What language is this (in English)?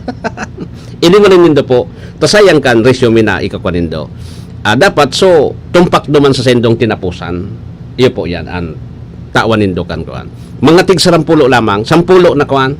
Bikol